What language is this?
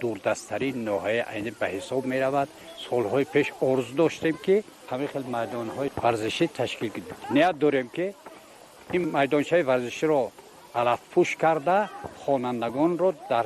Tajik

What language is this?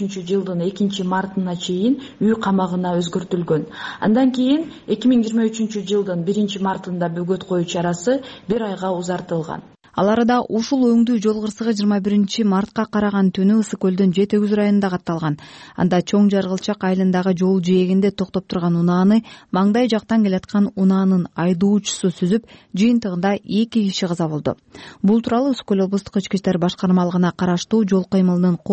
Kyrgyz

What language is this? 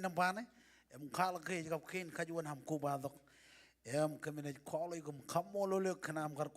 Marshallese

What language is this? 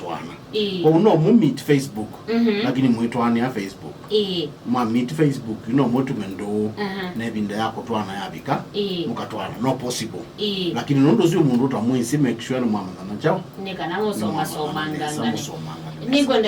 Kamba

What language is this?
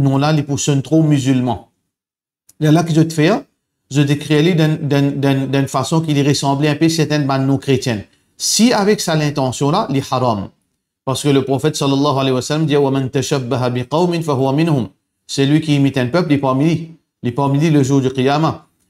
Morisyen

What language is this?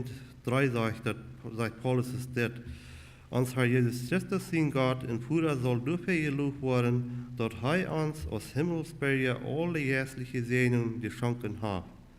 Plautdietsch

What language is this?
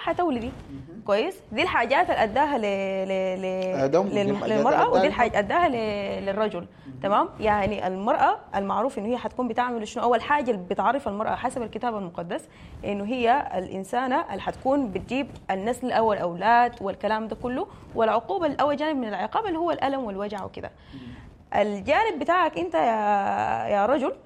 Sudanese Arabic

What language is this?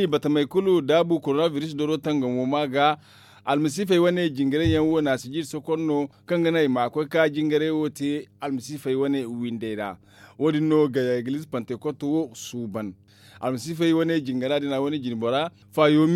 Zarma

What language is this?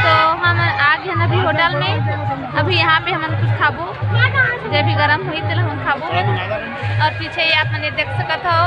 Chhattisgarhi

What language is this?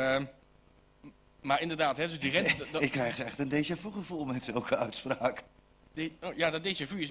Dutch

